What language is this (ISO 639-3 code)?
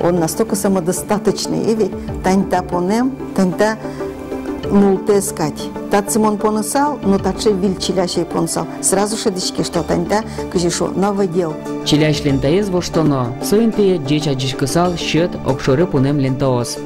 udm